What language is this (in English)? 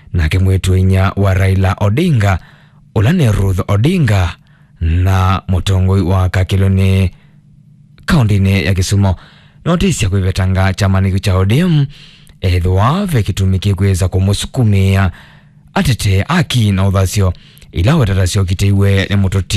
Kamba